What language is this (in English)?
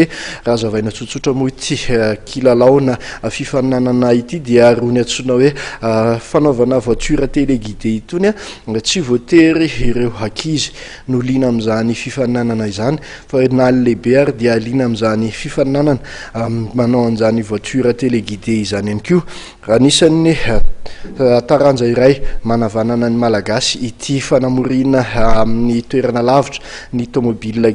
Malagasy